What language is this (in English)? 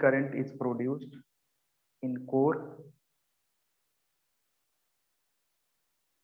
Hindi